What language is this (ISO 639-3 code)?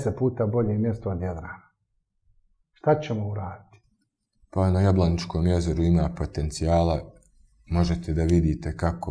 bos